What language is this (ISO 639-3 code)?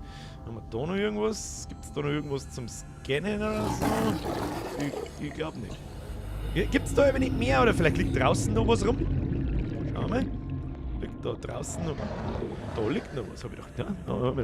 bar